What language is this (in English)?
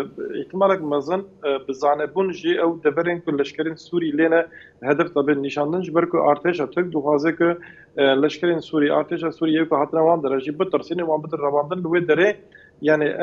Kurdish